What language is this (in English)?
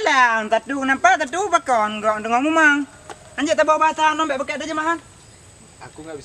Achinese